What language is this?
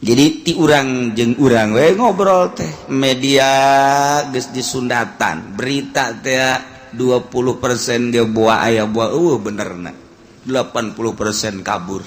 Sundanese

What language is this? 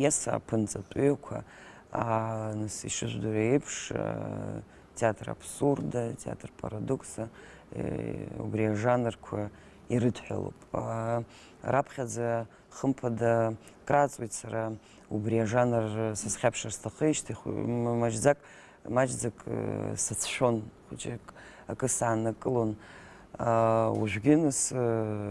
Abkhazian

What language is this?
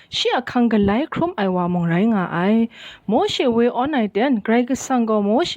Kachin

